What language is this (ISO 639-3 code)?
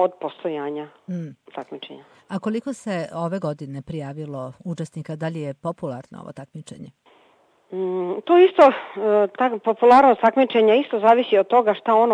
srp